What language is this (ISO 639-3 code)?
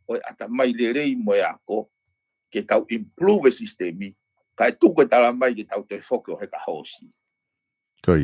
ton